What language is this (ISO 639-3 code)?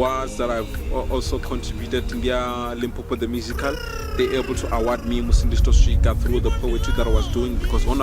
ven